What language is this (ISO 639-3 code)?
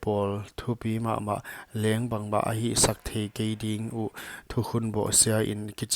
pck